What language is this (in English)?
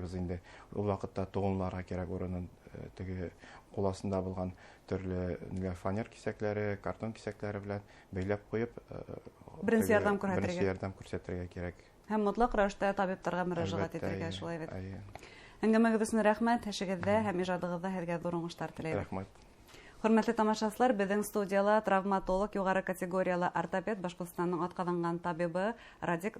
Bashkir